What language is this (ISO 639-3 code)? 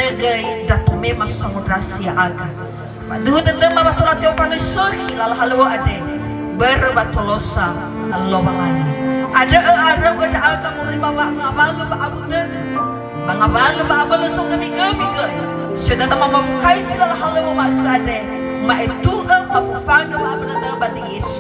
nia